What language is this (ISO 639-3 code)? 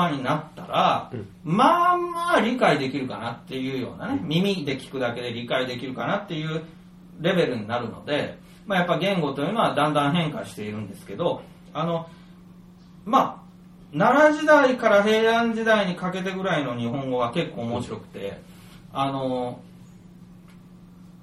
jpn